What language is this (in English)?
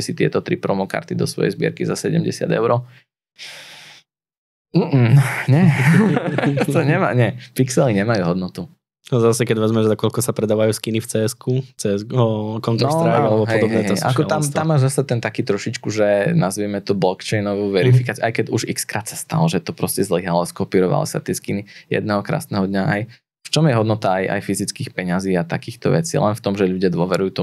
Slovak